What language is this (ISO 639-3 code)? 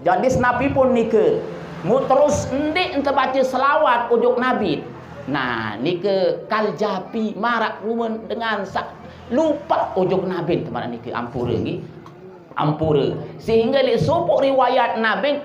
sas